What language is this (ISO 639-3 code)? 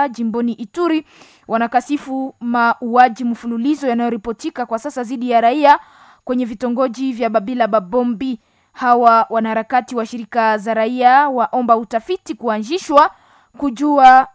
swa